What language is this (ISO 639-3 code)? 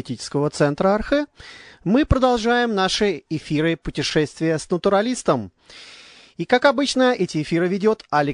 rus